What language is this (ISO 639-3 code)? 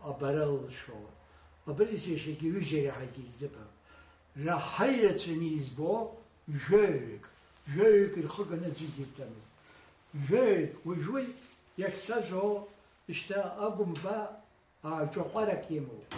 abk